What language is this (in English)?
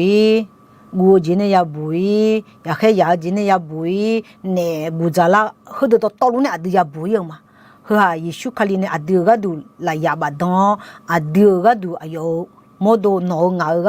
Akha